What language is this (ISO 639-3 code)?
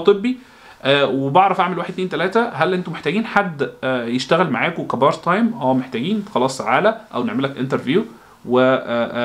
arz